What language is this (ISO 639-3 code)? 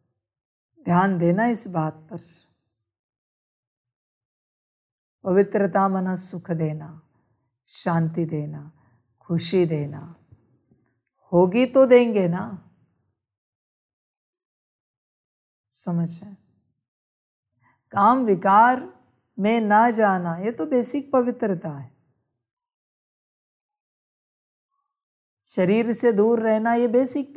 hin